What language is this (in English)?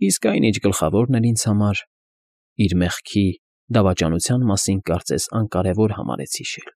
Armenian